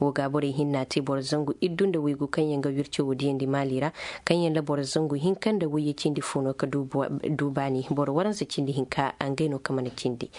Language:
Zarma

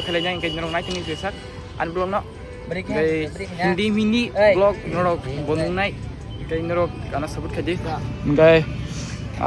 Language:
Kok Borok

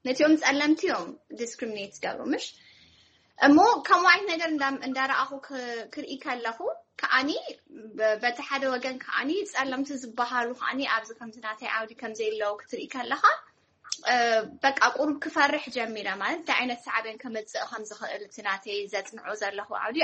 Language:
Tigrinya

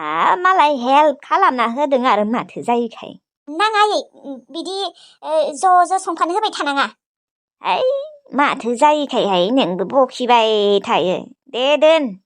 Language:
Bodo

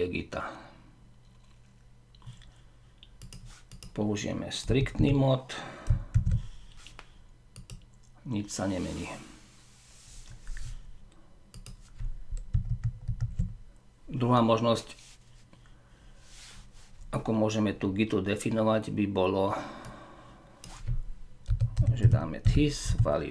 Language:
Slovak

